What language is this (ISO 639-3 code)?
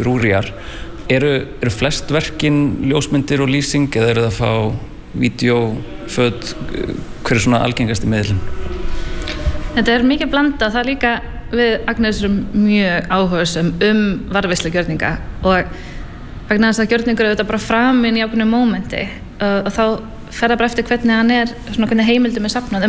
isl